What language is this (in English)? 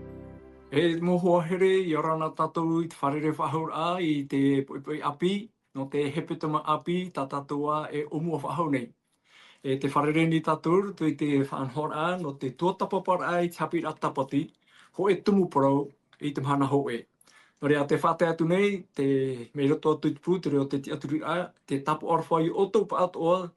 Tahitian